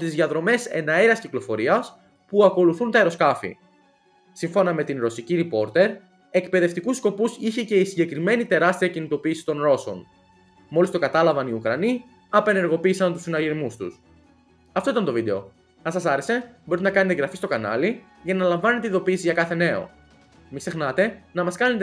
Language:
Greek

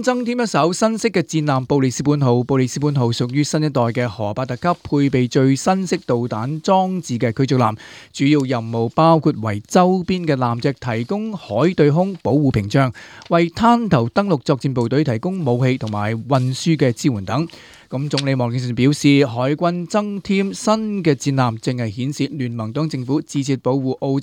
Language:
Cantonese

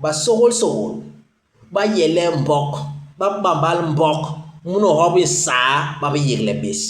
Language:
Basaa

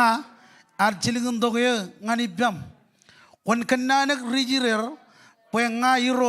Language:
Marshallese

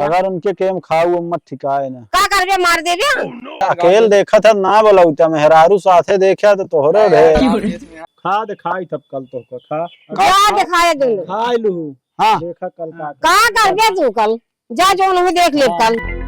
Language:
Awadhi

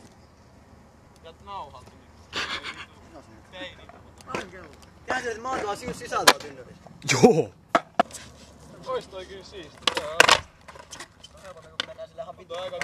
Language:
Finnish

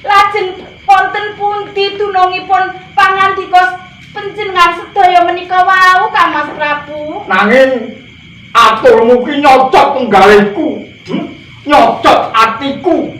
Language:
Javanese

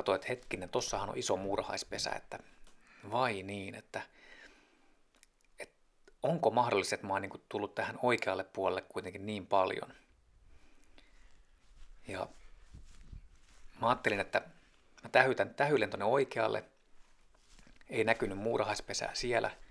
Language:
Finnish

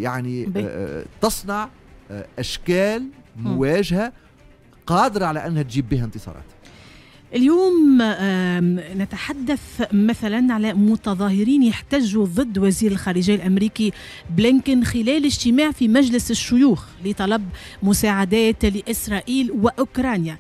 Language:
Tunisian Arabic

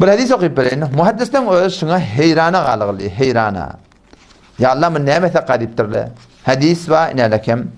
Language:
Turkmen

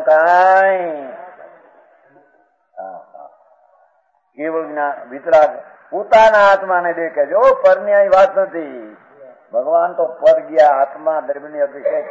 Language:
Gujarati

